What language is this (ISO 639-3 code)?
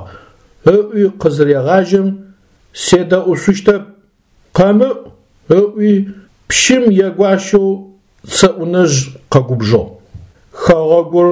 ady